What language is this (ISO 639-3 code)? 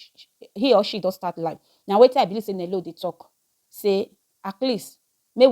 pcm